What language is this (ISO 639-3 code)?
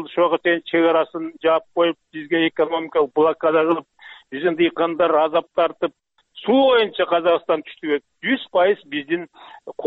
kir